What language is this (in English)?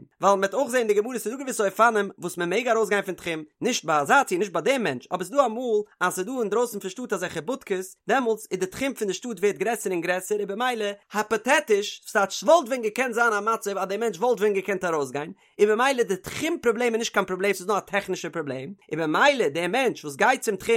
Yiddish